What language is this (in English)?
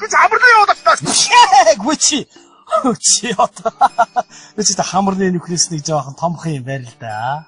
Mongolian